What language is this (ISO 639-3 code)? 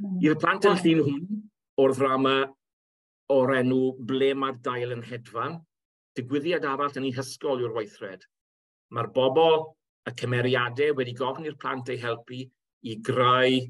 cym